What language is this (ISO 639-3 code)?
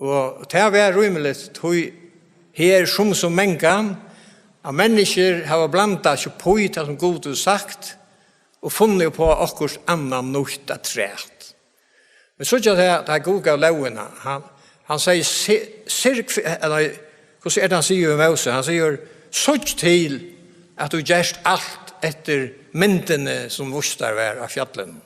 fao